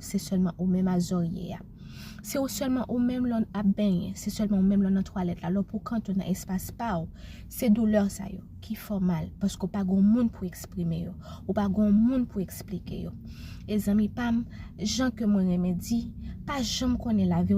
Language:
Haitian Creole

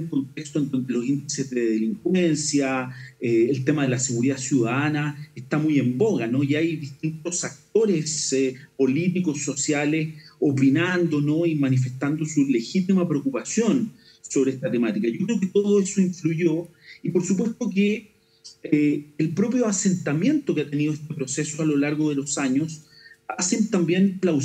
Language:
Spanish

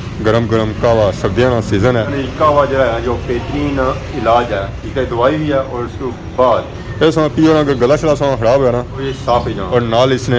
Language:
Pahari-Potwari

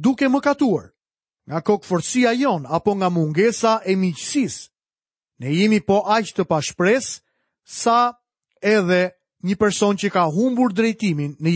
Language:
Albanian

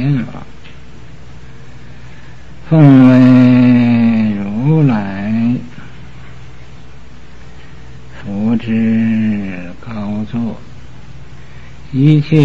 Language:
Chinese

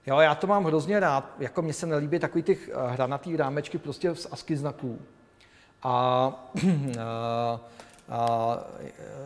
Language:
Czech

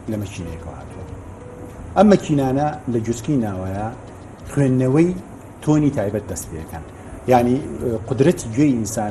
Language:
Central Kurdish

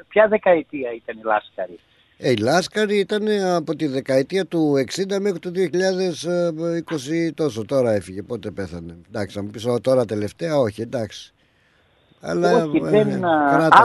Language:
Greek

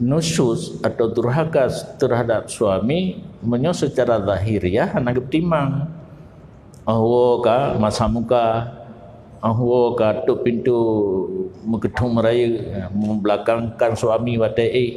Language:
Achinese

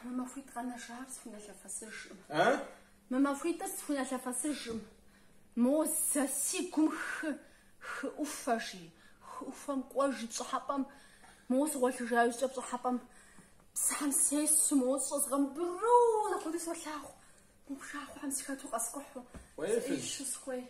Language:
Kabardian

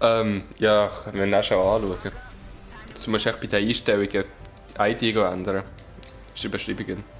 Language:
Swiss German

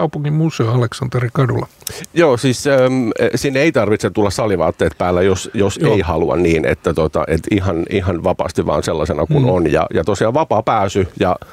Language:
Finnish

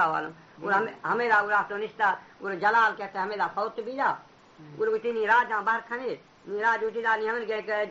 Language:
Baluchi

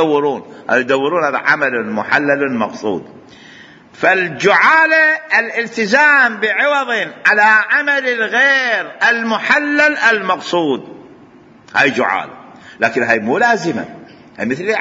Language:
Mesopotamian Arabic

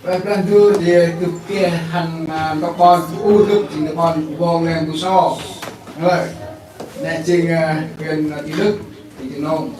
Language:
Central Mnong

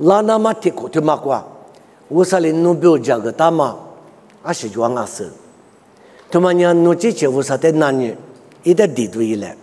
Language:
Lisu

